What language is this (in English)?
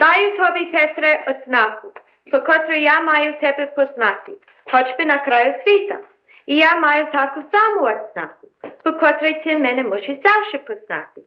Rusyn